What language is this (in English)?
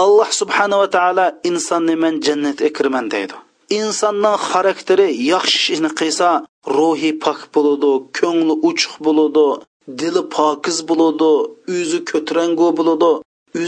Uyghur